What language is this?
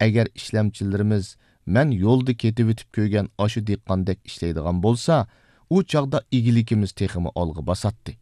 Uyghur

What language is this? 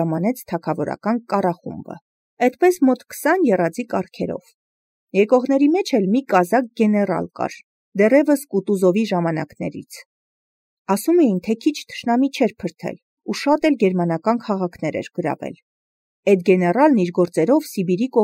Armenian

